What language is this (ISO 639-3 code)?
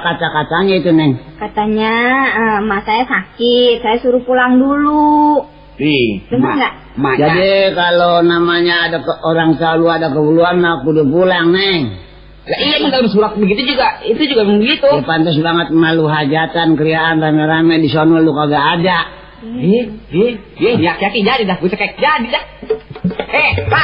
bew